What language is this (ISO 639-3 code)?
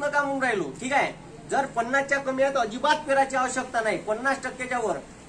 mar